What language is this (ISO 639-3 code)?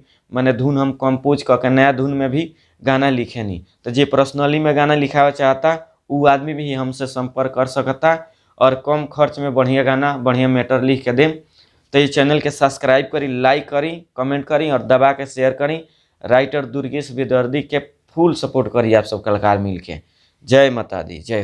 bho